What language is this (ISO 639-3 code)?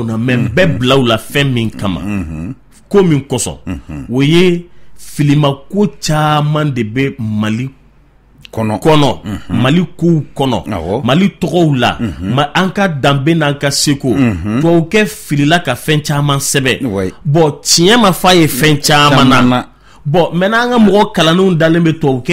bam